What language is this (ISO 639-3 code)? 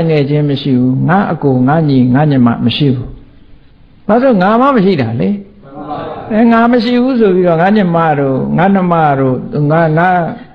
mya